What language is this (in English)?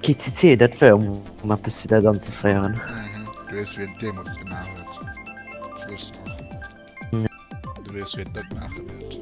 Luxembourgish